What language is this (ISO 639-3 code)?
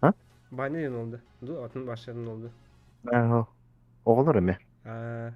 sah